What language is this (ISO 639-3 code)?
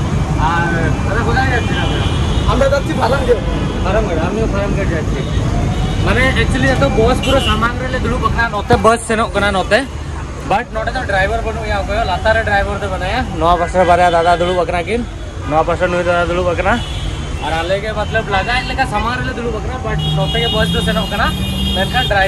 sat